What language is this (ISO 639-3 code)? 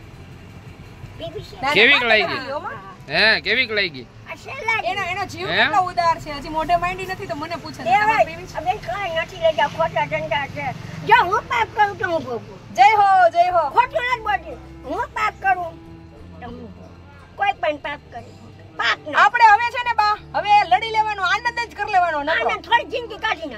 guj